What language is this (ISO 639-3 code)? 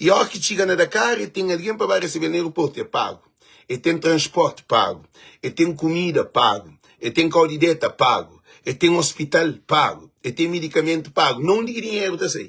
kea